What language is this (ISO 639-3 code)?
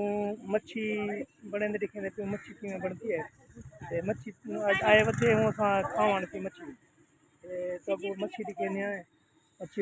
skr